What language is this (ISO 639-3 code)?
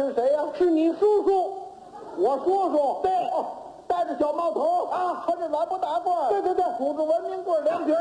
zho